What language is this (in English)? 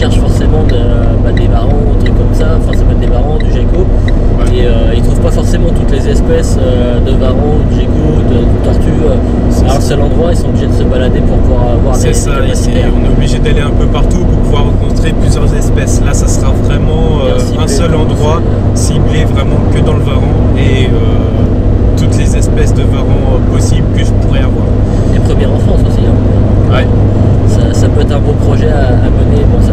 French